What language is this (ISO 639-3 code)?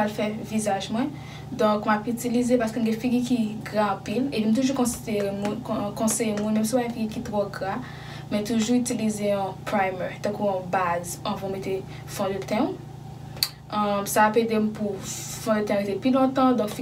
hat